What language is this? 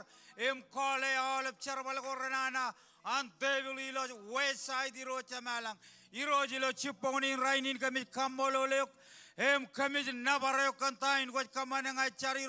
Marshallese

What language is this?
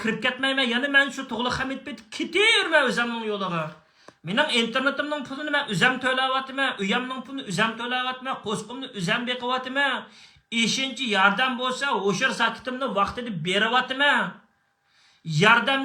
Uyghur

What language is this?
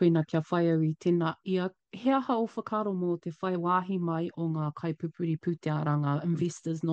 Māori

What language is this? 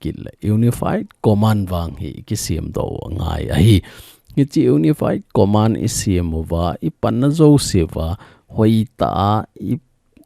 Thado Chin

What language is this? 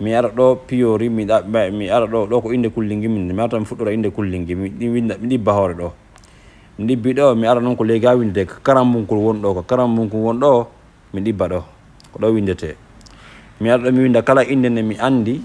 Fula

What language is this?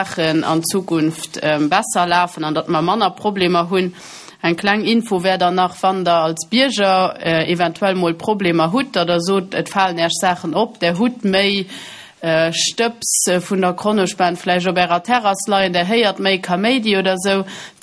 Luxembourgish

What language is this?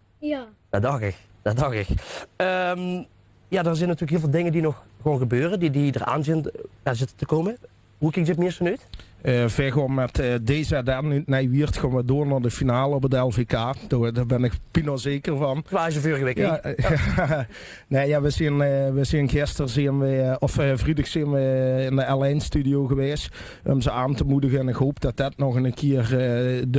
Limburgish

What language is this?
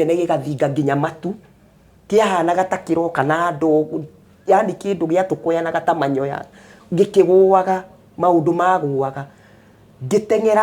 Kikuyu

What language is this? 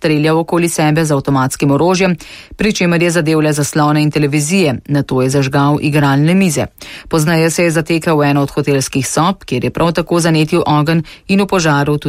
Slovenian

